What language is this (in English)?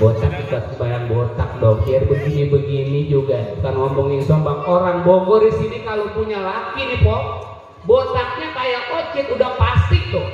Betawi